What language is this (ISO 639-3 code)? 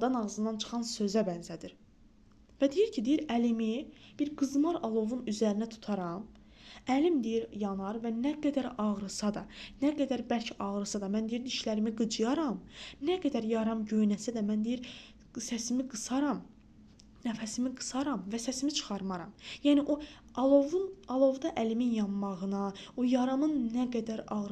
aze